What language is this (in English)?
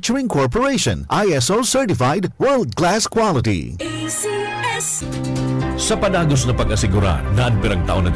Bikol